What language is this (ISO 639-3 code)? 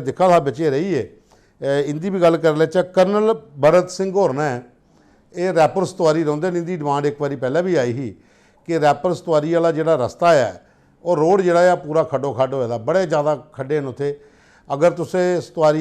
doi